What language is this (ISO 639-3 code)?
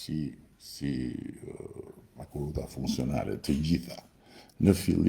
sqi